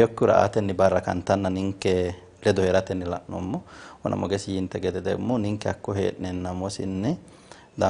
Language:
Sidamo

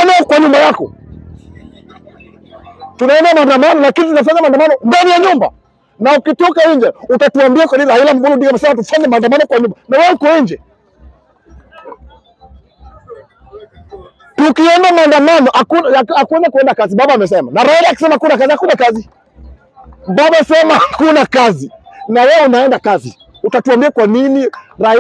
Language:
Swahili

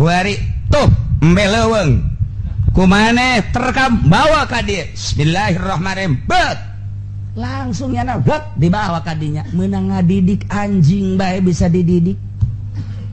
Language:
Sundanese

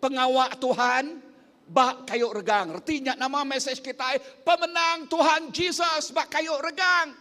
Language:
Iban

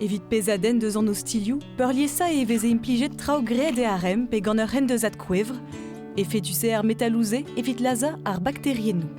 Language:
Breton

